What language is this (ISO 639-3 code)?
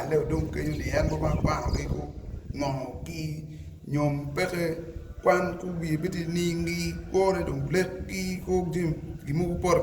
ach